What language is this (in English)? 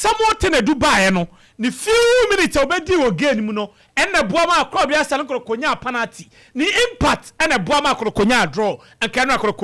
Akan